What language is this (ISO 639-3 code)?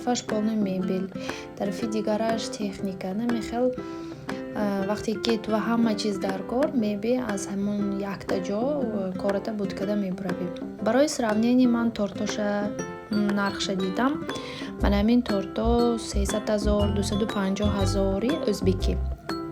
tgk